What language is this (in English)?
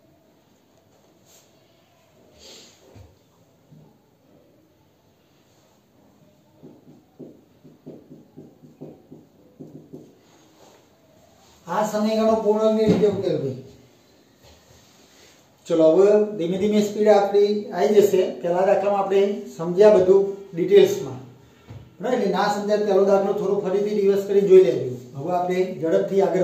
Gujarati